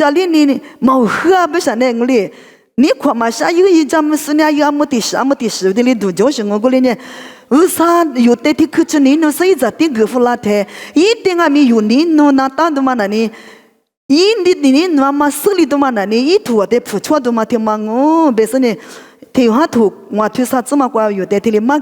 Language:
Lisu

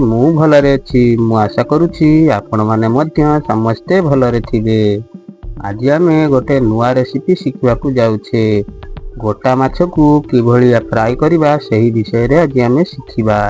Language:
Odia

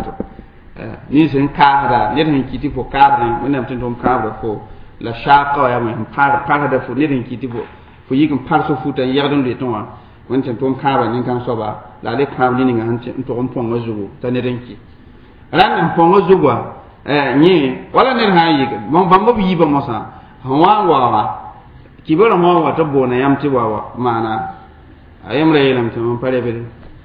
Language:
Mossi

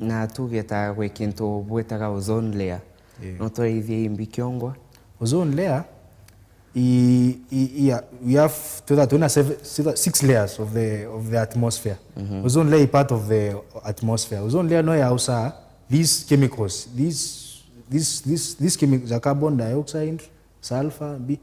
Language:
Meru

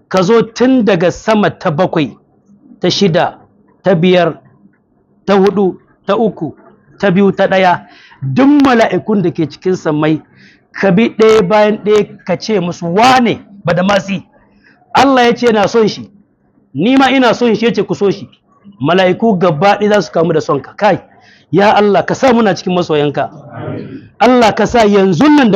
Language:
Hausa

